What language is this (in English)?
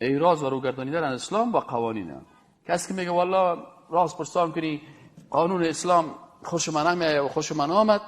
Persian